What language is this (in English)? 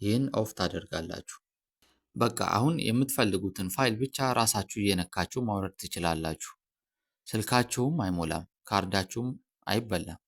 Amharic